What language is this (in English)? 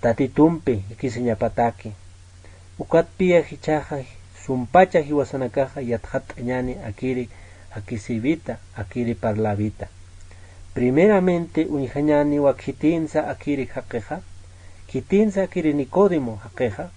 Aymara